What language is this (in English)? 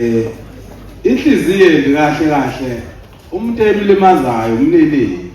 Zulu